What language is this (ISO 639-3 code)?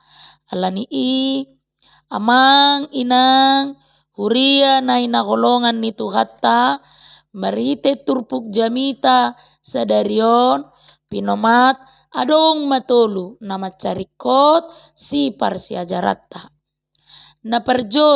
bbc